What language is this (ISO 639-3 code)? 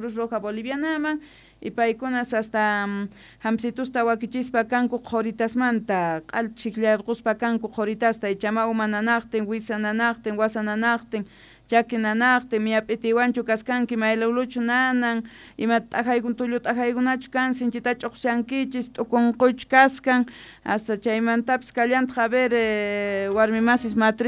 que